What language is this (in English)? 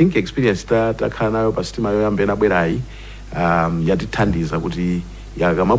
Nyanja